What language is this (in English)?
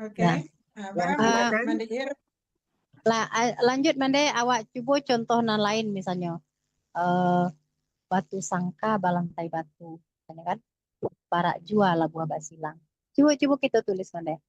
Minangkabau